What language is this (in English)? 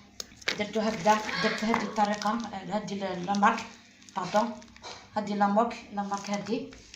Algerian Arabic